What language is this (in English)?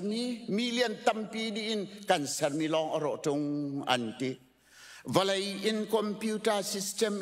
Hakha Chin